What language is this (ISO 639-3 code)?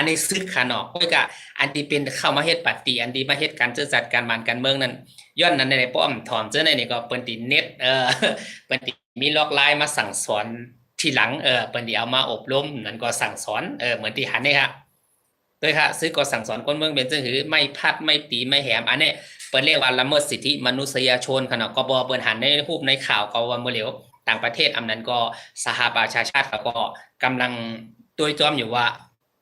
shn